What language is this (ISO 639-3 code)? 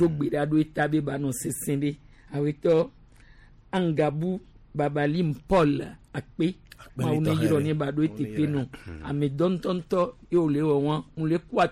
gej